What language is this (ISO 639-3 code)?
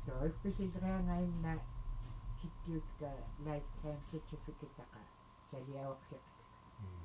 esu